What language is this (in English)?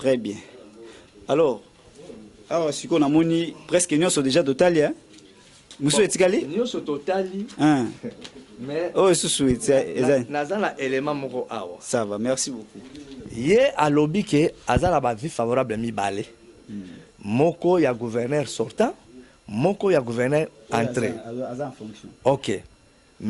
Lingala